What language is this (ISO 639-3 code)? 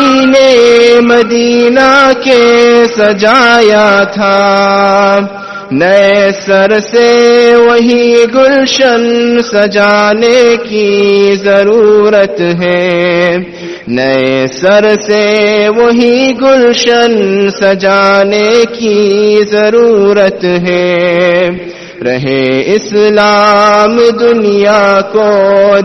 urd